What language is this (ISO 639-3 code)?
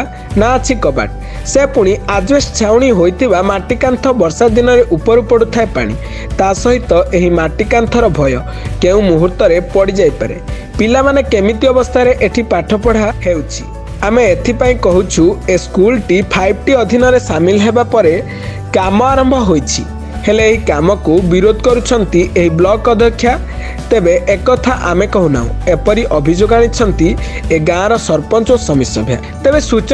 ori